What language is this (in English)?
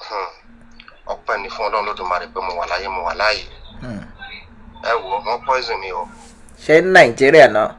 Yoruba